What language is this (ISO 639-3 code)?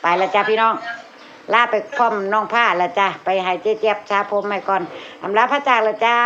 tts